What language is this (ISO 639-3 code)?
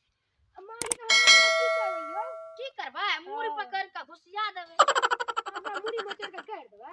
mai